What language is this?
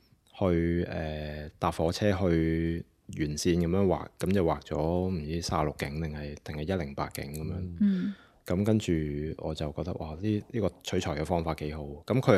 Cantonese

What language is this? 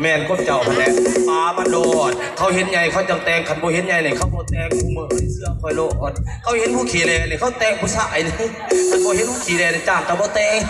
Northeastern Thai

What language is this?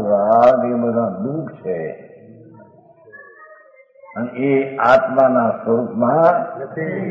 Gujarati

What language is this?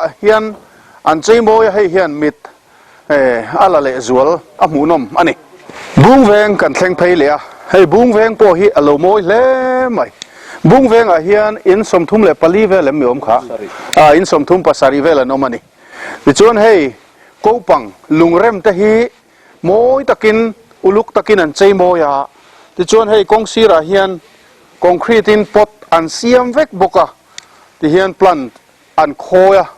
Mizo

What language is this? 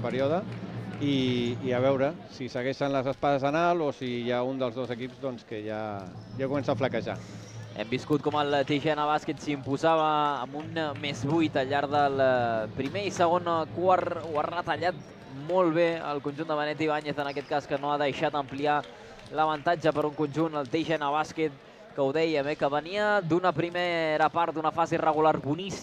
Catalan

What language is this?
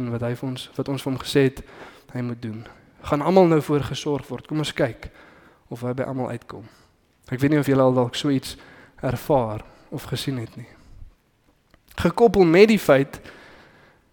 Afrikaans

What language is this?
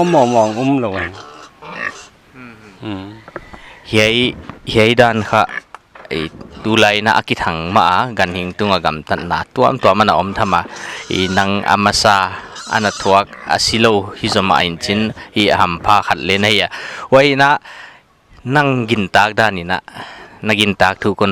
Paite Chin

